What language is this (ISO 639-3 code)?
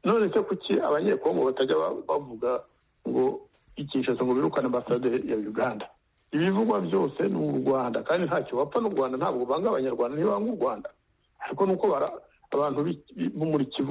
kin